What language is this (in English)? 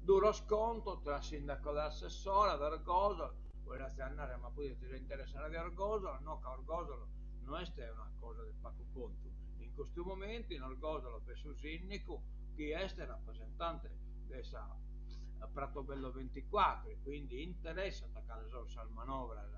Sardinian